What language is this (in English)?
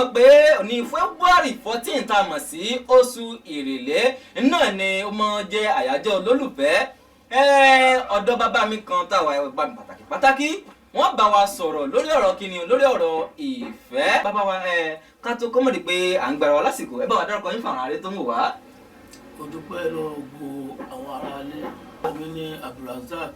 Yoruba